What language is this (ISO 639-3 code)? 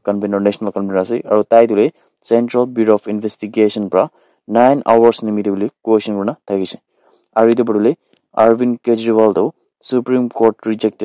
nag